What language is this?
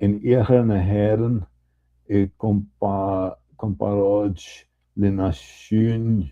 Irish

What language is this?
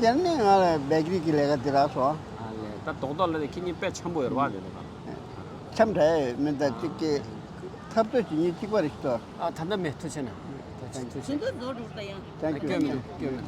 Tibetan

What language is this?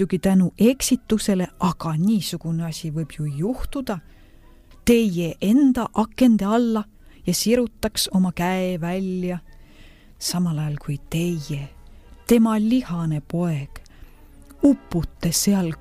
Estonian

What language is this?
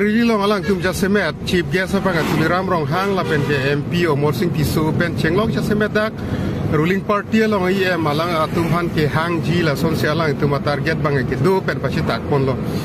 Karbi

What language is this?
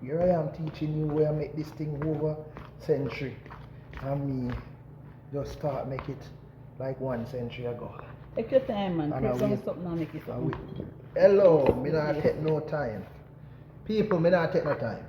Jamaican Creole English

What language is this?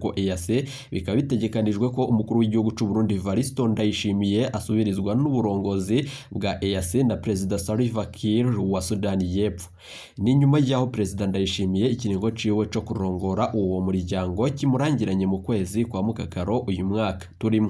Rundi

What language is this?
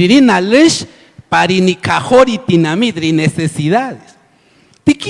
Kaqchikel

